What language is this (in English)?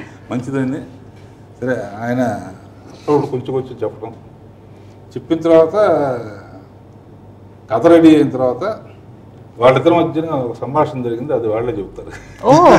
Telugu